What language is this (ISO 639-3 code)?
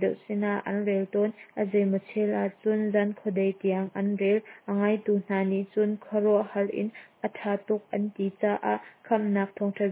cnh